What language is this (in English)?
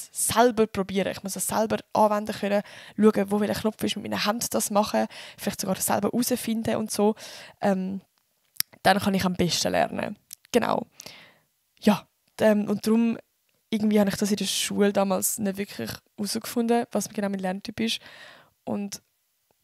Swiss German